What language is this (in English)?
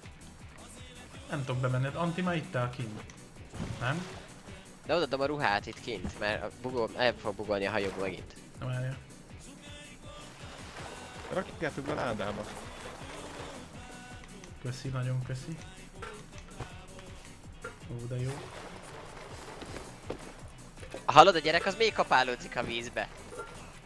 Hungarian